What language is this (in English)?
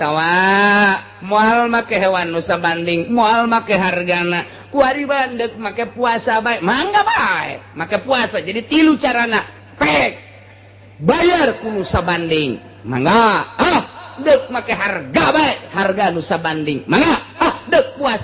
Sundanese